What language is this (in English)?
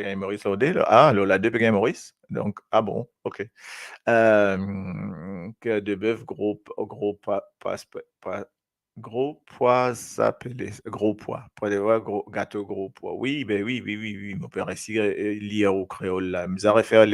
Morisyen